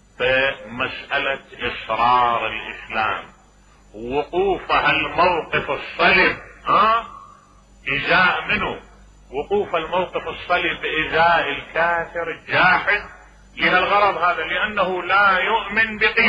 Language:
Mesopotamian Arabic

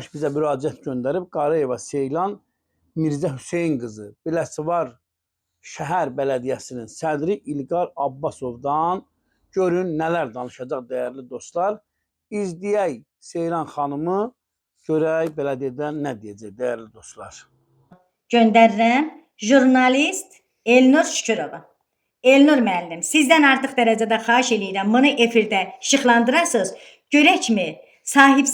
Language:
Azerbaijani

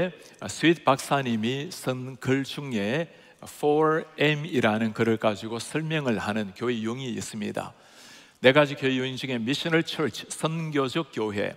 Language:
Korean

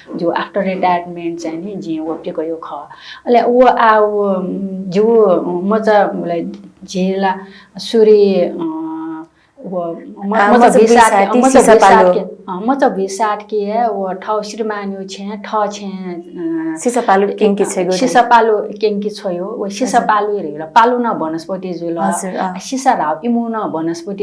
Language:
Newari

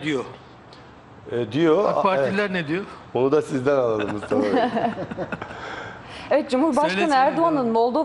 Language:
Turkish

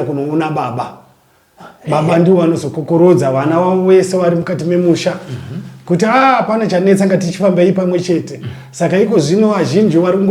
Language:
Shona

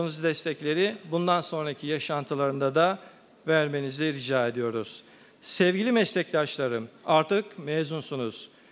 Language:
Turkish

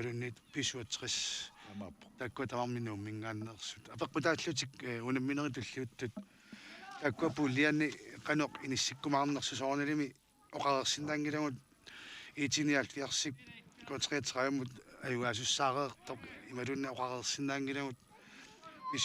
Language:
Kalaallisut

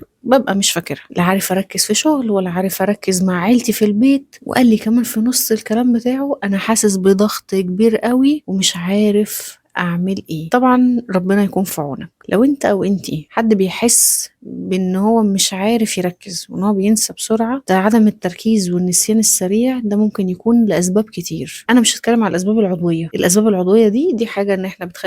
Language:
Egyptian Arabic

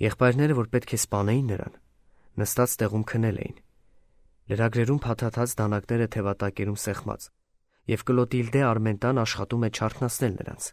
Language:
Armenian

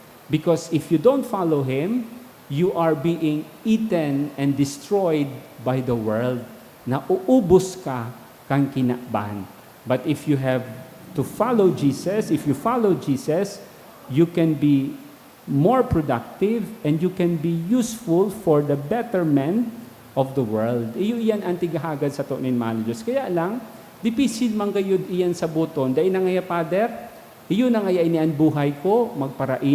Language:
Bikol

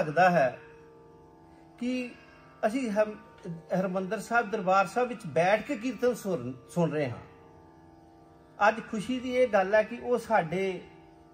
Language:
Punjabi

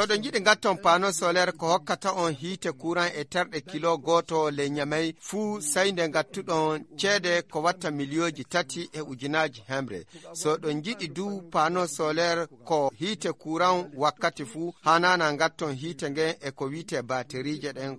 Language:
Fula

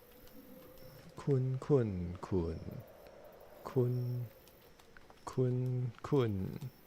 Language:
Min Nan Chinese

